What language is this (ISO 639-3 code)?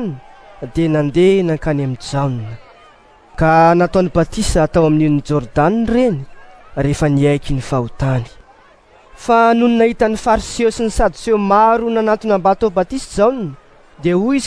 mlg